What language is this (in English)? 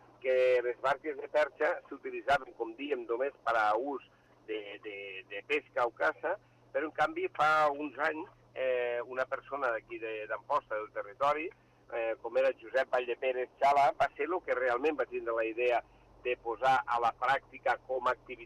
Catalan